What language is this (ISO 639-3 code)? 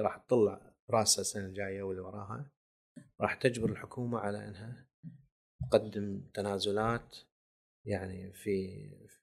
afb